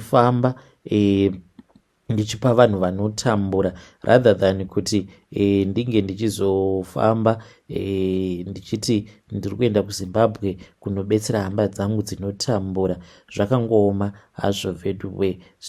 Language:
Shona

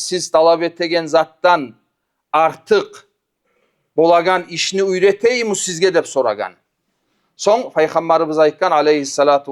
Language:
Kumyk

